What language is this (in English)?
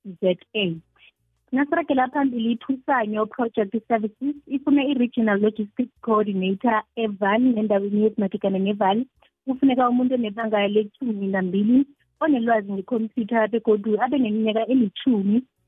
South Ndebele